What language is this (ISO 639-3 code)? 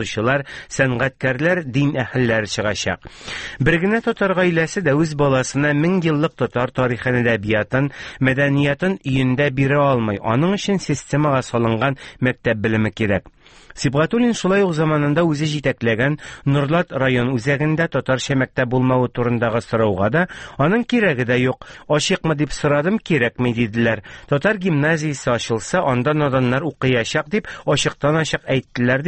tat